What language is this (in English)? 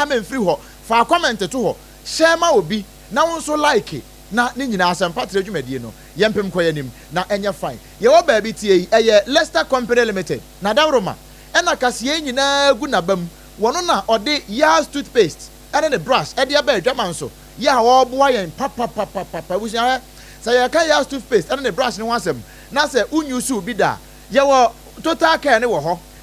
Akan